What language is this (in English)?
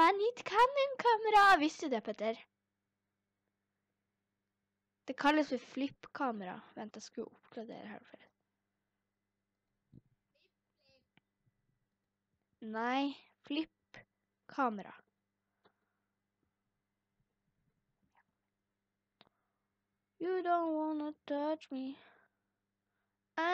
Norwegian